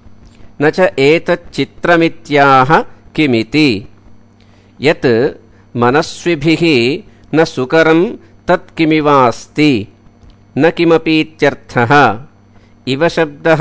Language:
Sanskrit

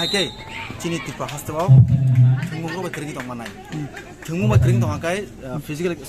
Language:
Kok Borok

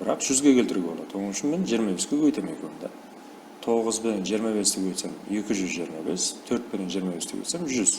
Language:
Kara-Kalpak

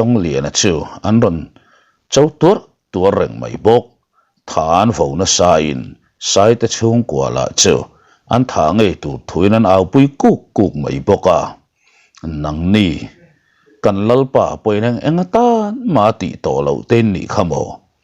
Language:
Mizo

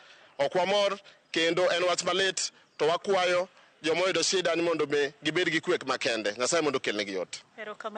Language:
Luo (Kenya and Tanzania)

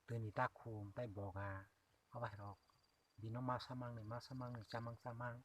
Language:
Kok Borok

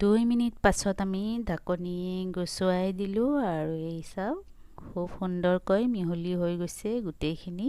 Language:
Assamese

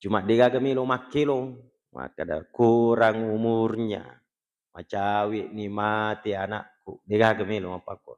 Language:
Buginese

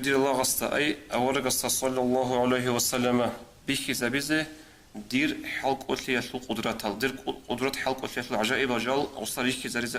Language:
Avaric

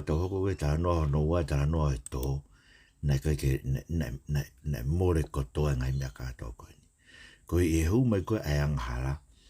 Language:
Tongan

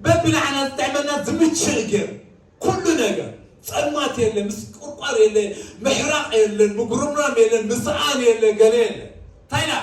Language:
Tigrinya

